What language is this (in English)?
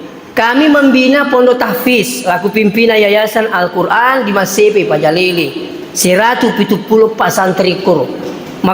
Buginese